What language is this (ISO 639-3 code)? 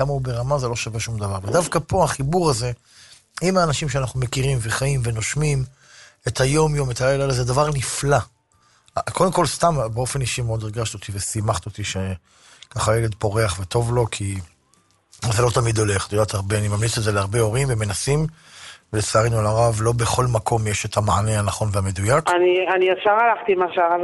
heb